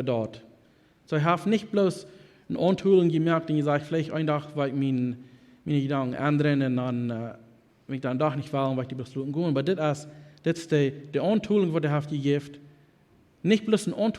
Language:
Plautdietsch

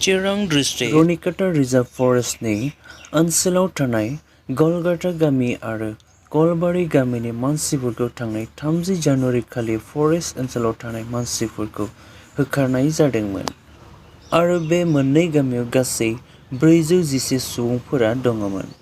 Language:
Bodo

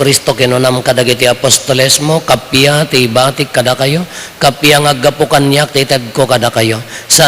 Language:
Iloko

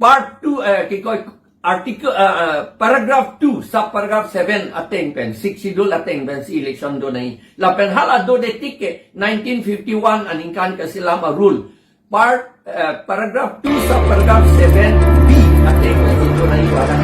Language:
Karbi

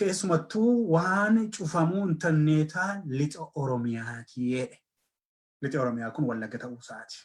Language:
Oromo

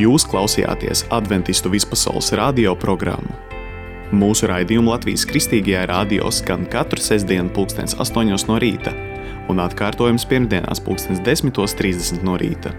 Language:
Latvian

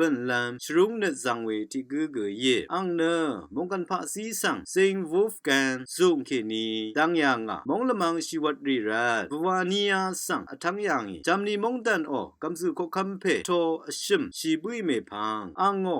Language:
Rawang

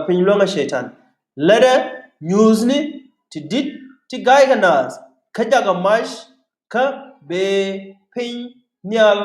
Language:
Nuer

